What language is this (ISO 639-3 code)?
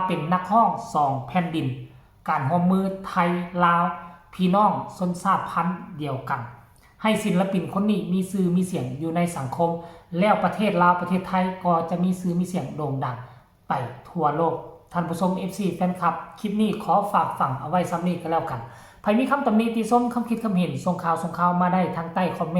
tts